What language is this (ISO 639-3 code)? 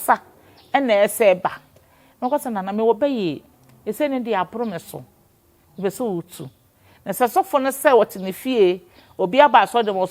aka